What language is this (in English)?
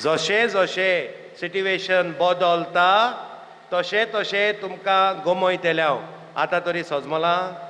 Konkani